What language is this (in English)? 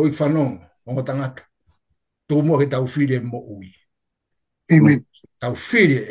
Tongan